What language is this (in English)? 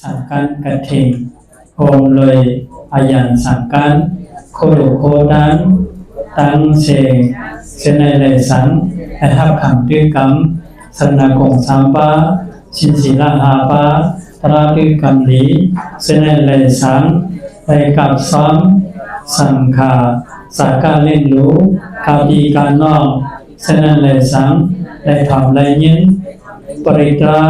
Shan